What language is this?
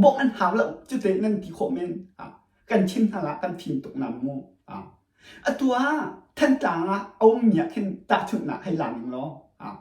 Hakha Chin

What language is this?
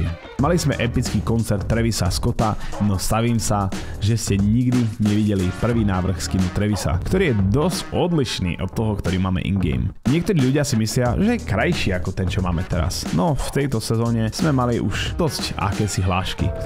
Slovak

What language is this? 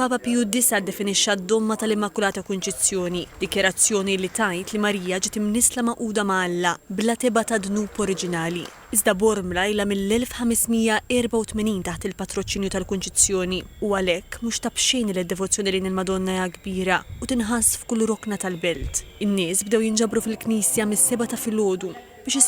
Maltese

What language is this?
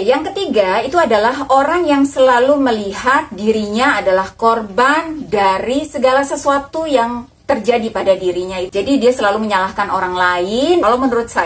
Indonesian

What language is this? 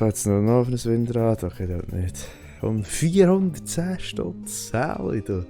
Swiss German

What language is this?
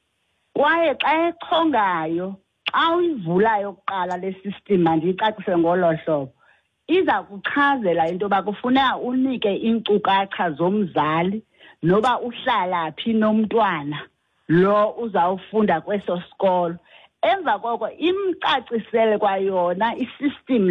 Xhosa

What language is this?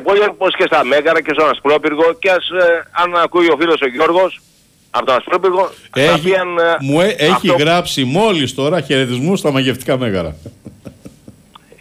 Greek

